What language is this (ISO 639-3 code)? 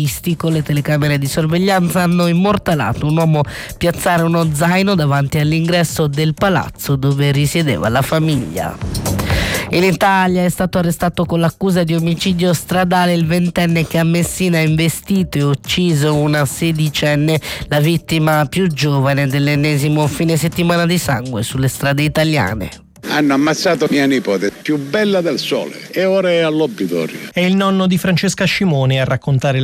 ita